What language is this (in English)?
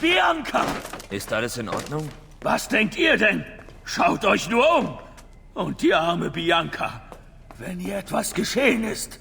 Bavarian